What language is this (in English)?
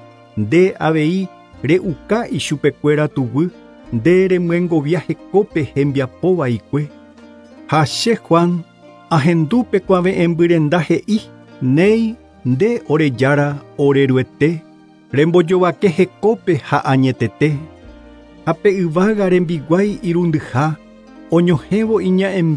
Guarani